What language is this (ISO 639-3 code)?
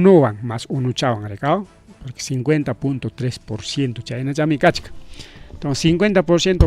quy